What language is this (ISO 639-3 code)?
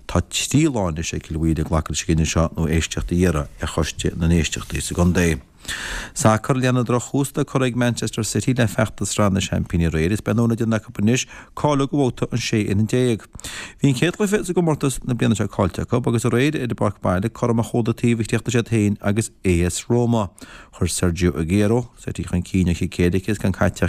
gle